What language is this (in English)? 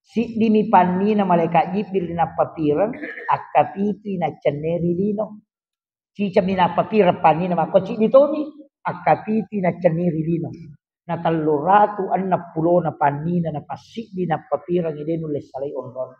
Buginese